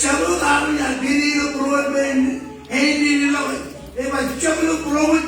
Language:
Marshallese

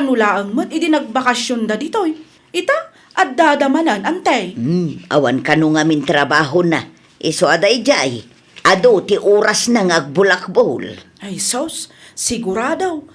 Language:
Iloko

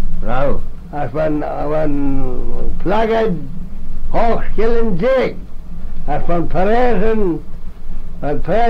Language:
Manx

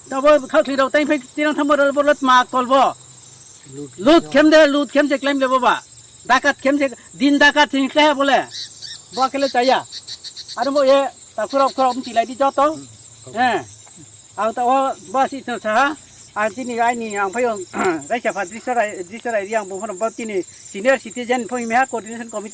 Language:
Riang (India)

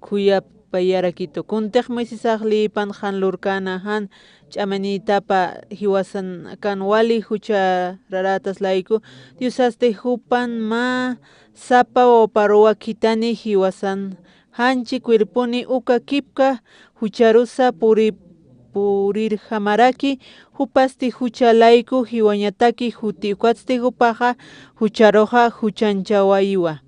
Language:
Aymara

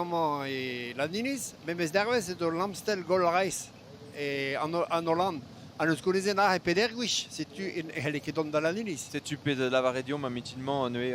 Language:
Breton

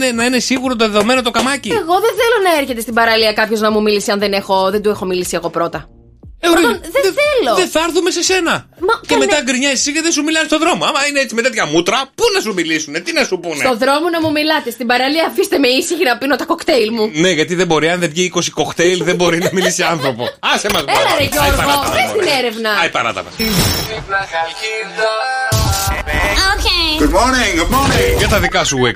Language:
Greek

